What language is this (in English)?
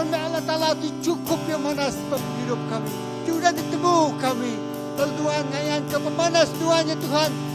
Iban